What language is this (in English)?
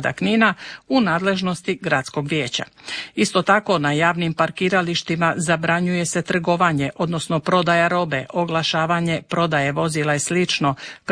Croatian